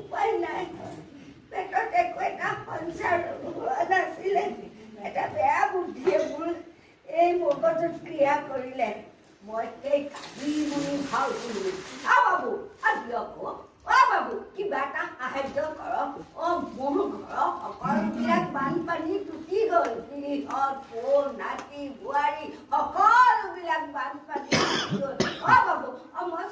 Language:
Assamese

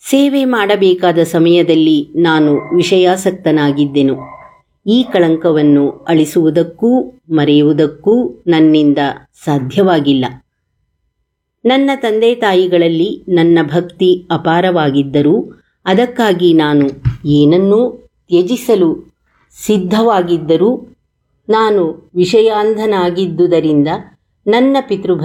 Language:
Kannada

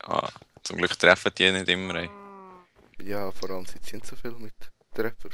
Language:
Swiss German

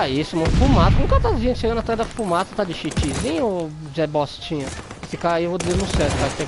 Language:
Portuguese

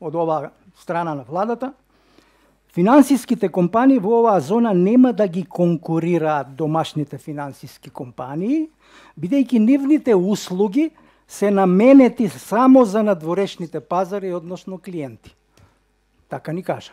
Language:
Macedonian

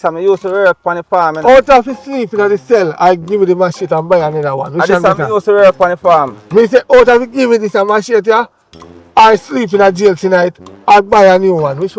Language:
Jamaican Creole English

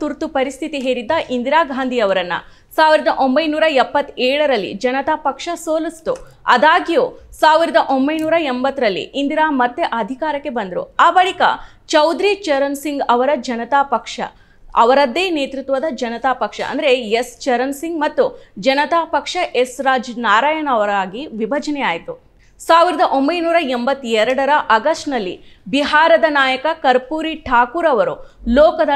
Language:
Kannada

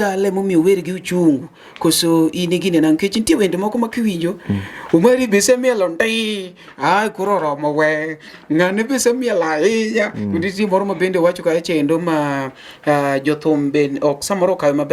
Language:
Luo (Kenya and Tanzania)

